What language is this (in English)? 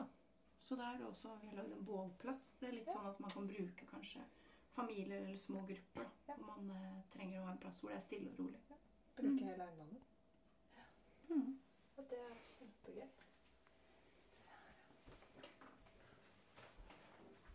Norwegian